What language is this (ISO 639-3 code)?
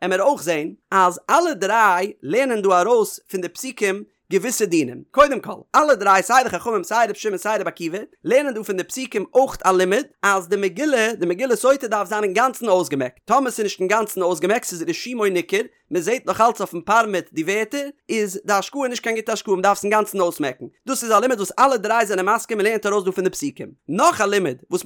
yid